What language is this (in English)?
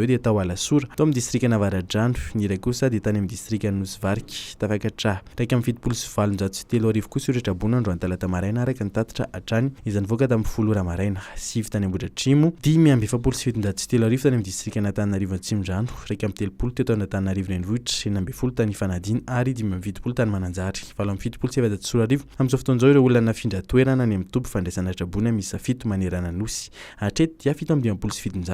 Malagasy